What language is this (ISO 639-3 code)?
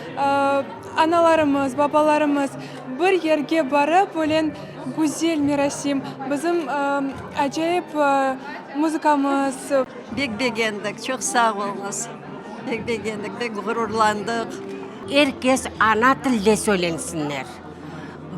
crh